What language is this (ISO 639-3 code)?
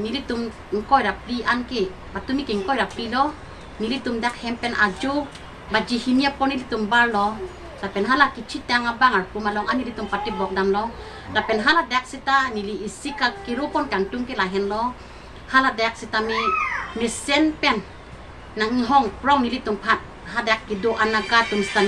mjw